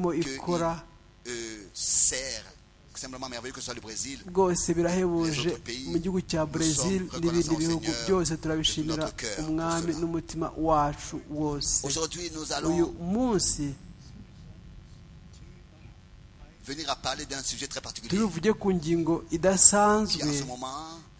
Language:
Kinyarwanda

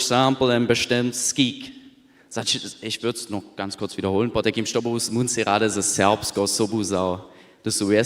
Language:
Upper Sorbian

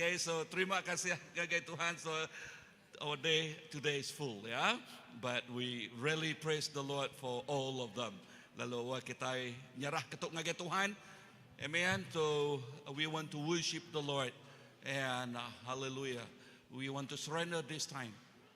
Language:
Iban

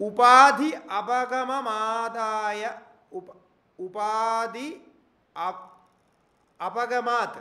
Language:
Sanskrit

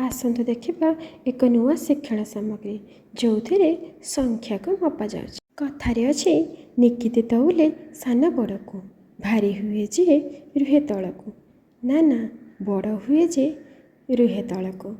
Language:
Odia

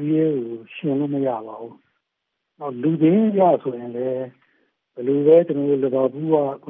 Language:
Burmese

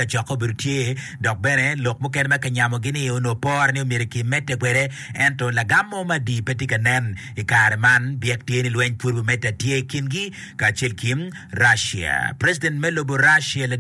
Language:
Acoli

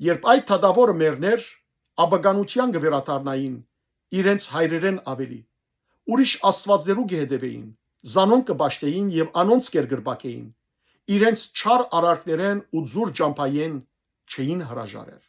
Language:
Western Armenian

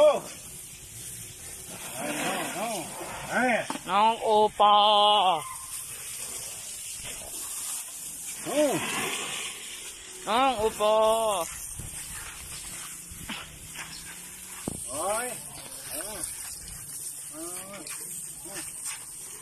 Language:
Thai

